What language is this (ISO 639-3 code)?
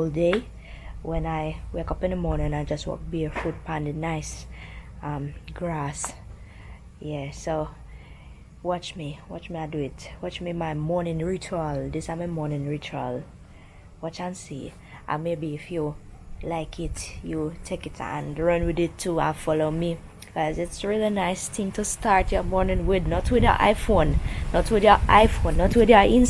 jam